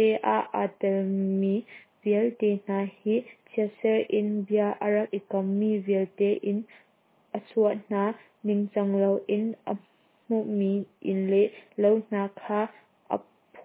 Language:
Hakha Chin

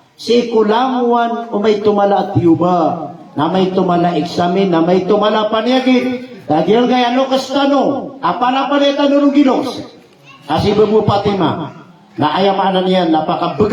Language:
Maranao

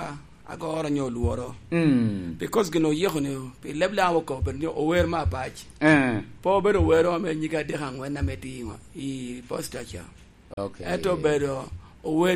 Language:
Lango (Uganda)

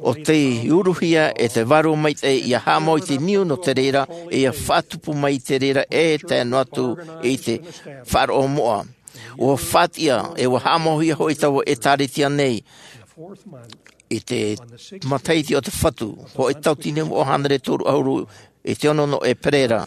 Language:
Tahitian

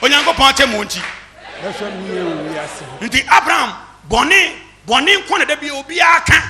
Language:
Akan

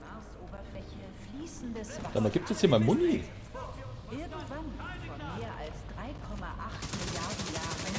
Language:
Bavarian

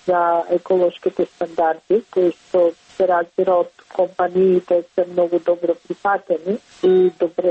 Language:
Macedonian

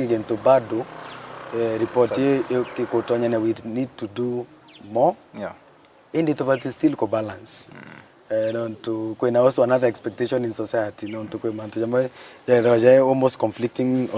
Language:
Meru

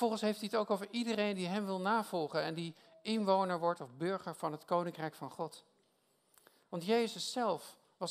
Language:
Dutch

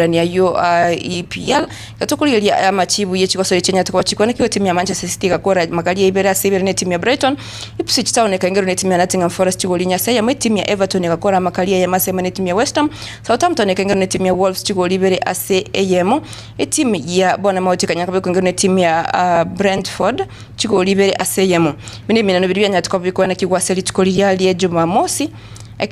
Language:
Gusii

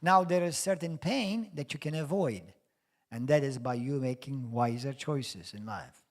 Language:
English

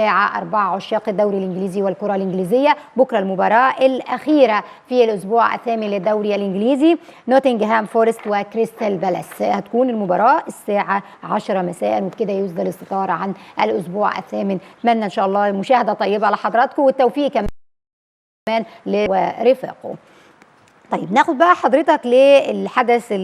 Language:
Egyptian Arabic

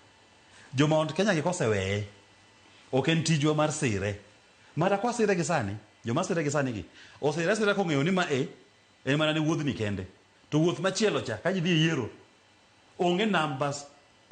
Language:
Luo (Kenya and Tanzania)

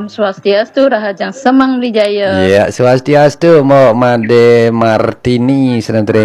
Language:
Balinese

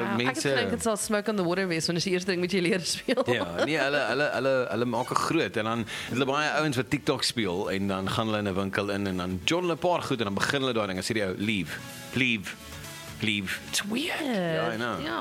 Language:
Afrikaans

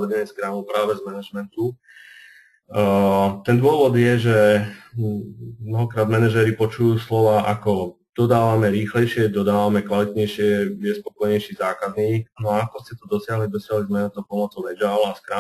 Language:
Slovak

